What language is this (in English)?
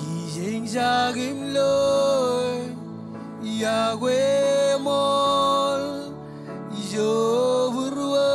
Marshallese